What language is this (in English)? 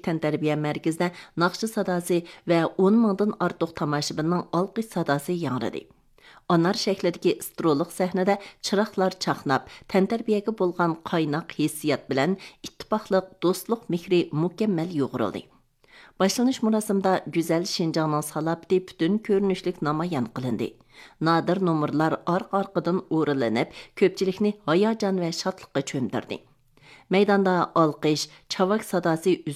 Uyghur